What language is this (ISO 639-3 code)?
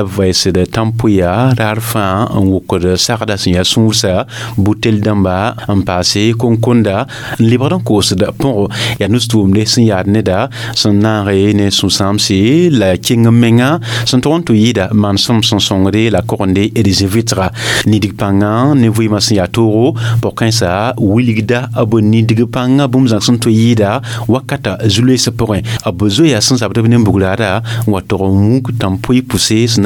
mos